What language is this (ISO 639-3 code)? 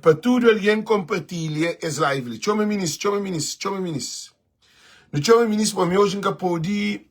kea